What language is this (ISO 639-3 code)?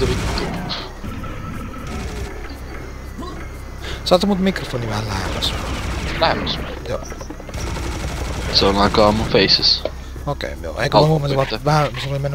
fin